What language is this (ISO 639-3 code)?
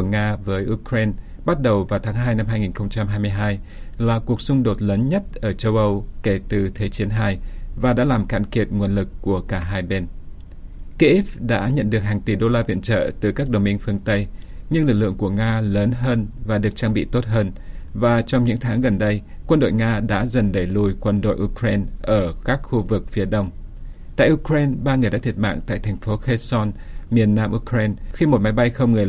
vie